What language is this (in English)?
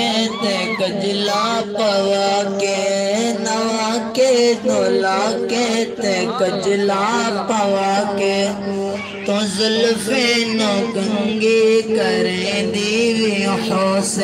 Saraiki